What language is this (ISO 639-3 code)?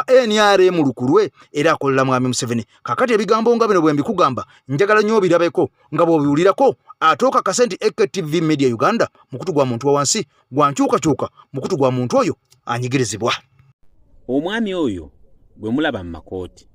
lug